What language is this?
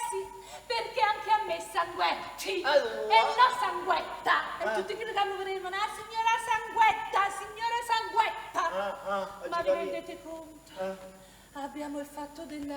Neapolitan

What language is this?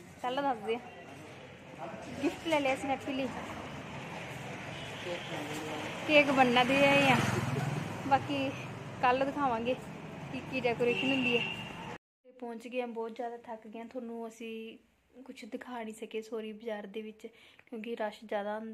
Punjabi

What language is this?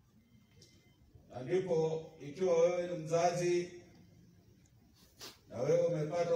Swahili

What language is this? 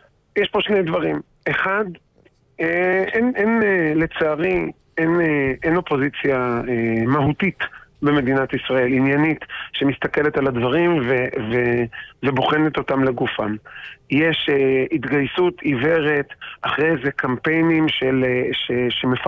Hebrew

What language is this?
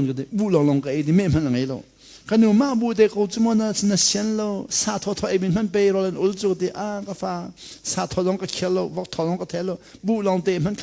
Hakha Chin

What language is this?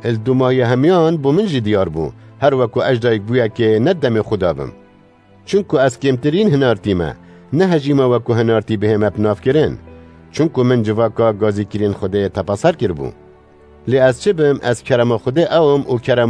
Kurdish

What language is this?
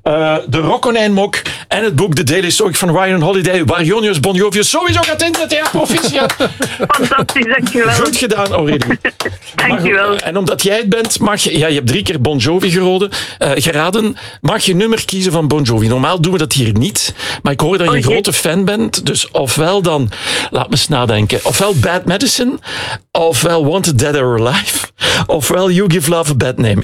Dutch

